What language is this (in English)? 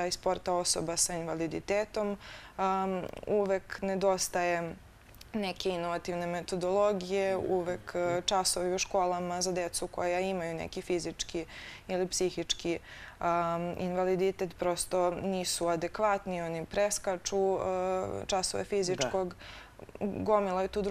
Serbian